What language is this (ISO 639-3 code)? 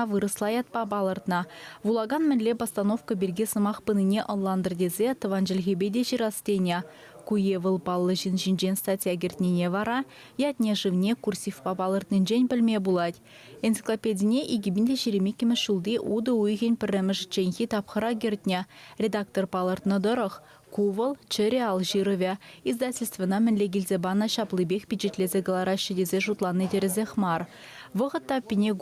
chv